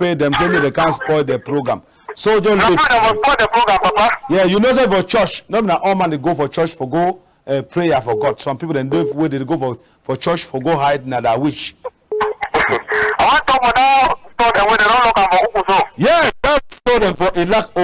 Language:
Cameroon Pidgin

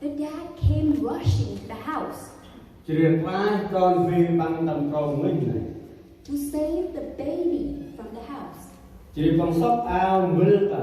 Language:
Central Mnong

